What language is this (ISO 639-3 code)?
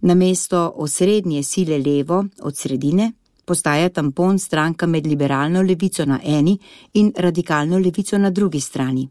slv